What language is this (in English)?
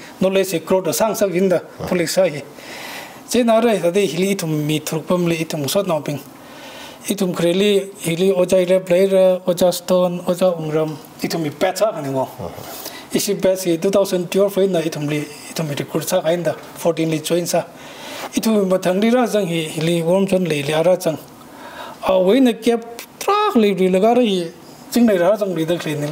Tangkhul Naga (India)